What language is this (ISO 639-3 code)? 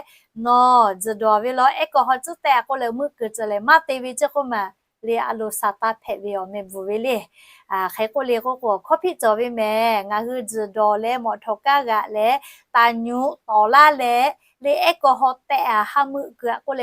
lhu